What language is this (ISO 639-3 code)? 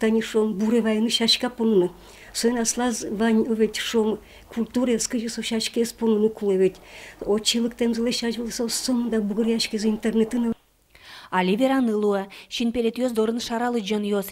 udm